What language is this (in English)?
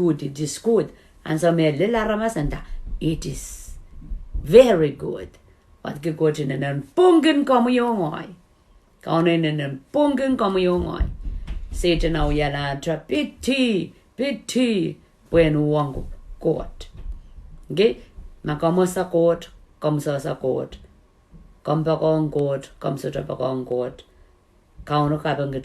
Pohnpeian